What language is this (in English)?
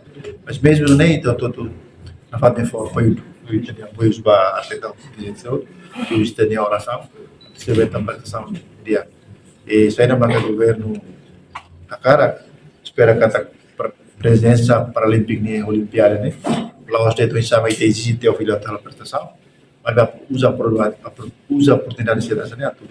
Tetum